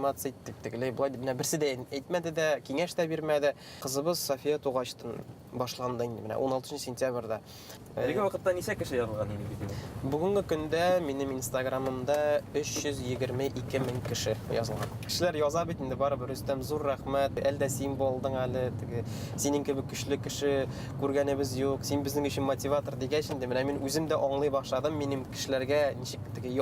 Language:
Bashkir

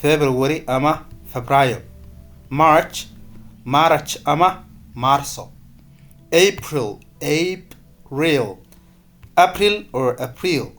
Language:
Somali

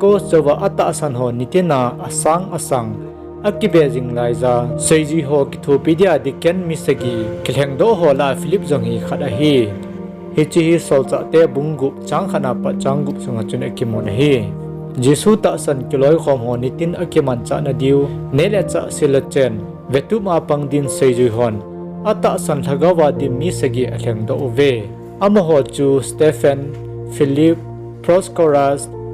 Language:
Thado Chin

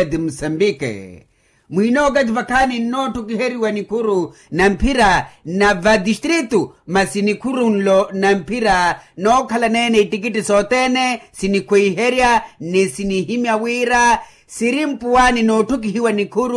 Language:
Makhuwa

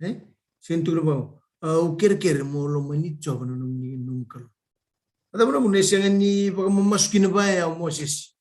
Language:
Fijian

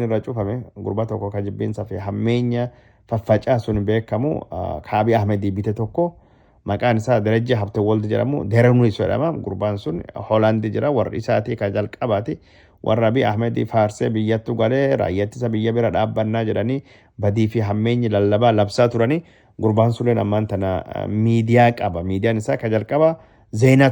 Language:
Oromo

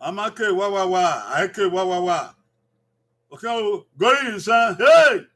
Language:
Bini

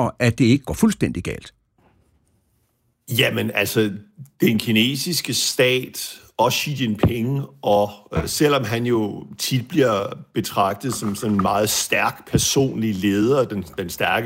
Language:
Danish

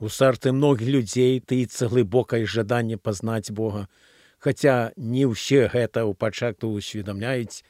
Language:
Belarusian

